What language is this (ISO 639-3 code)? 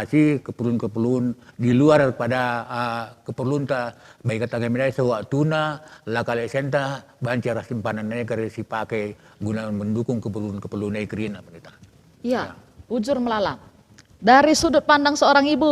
btx